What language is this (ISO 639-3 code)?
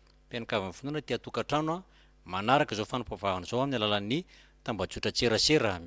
mlg